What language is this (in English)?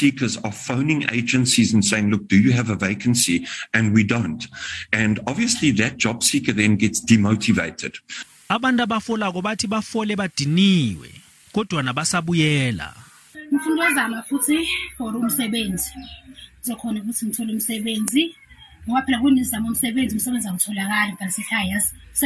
Zulu